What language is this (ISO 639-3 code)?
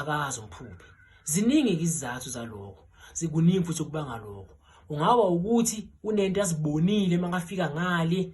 zul